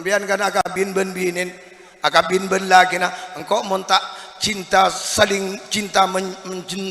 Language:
Madurese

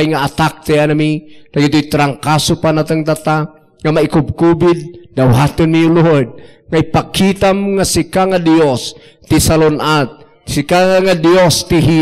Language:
Iloko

